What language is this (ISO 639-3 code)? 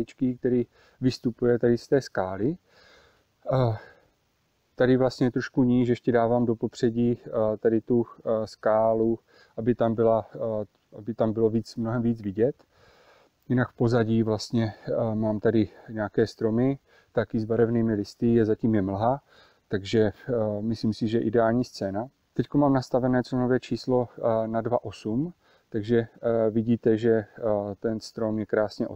ces